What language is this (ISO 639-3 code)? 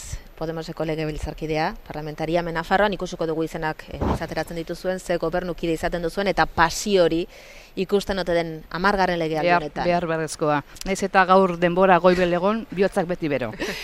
eus